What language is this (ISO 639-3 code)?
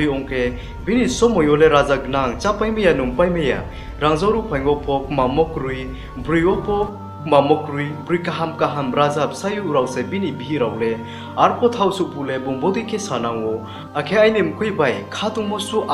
ria